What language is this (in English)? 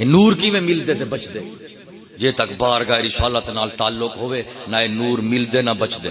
Saraiki